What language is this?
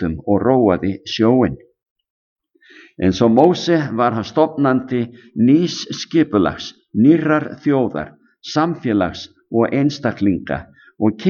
Icelandic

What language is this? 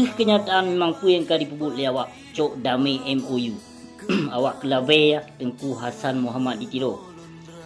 Achinese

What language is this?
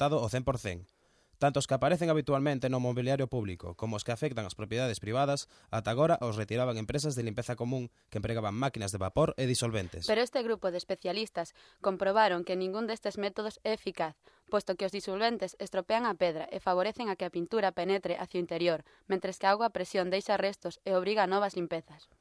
Galician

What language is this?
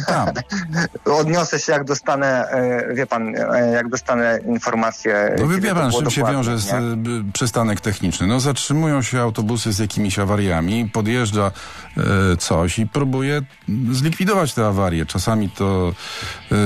Polish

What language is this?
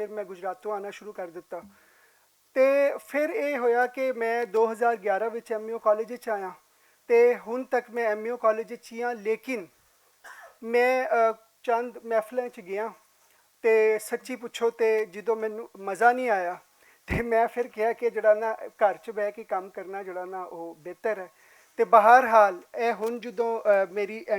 Western Panjabi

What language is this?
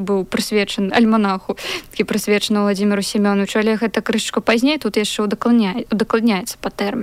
Belarusian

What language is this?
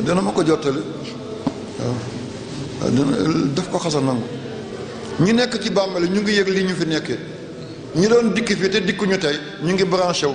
Wolof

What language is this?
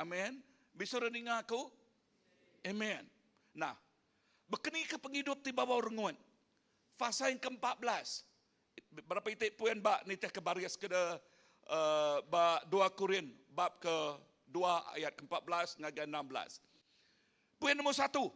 Iban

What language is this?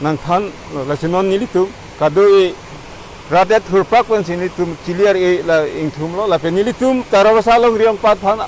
Karbi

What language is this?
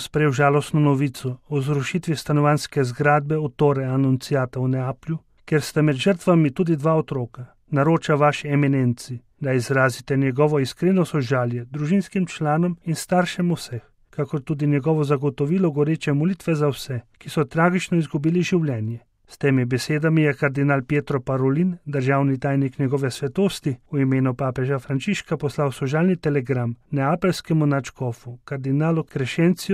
Slovenian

